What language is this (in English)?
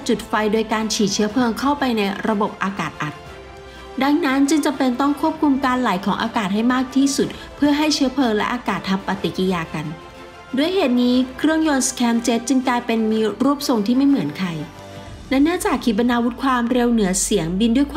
Thai